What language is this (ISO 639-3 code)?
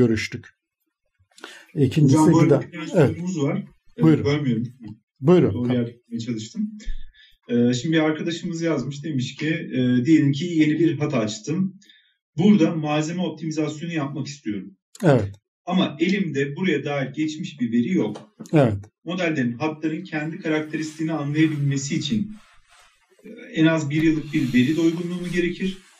tur